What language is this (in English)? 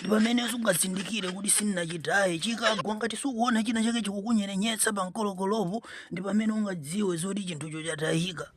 Nyanja